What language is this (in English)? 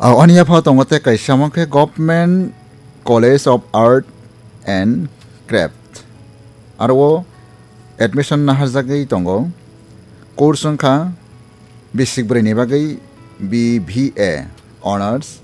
Kok Borok